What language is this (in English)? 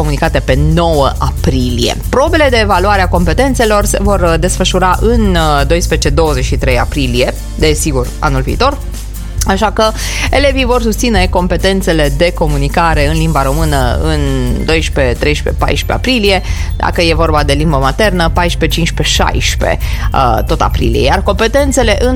Romanian